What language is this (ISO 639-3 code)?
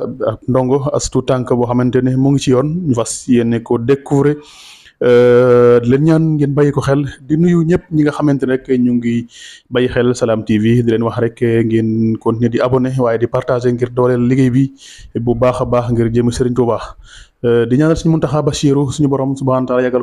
wol